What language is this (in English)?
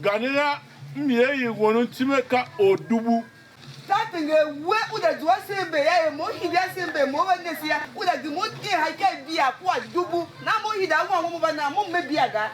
Tiv